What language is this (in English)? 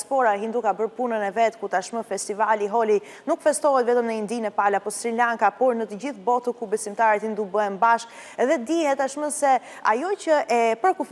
Albanian